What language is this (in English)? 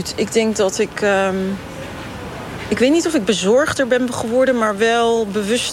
Dutch